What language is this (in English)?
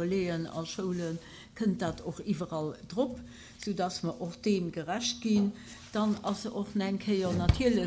Luxembourgish